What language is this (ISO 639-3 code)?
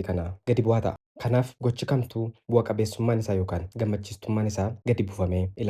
orm